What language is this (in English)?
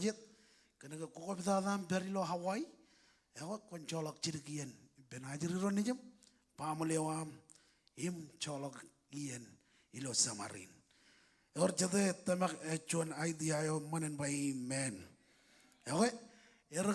Marshallese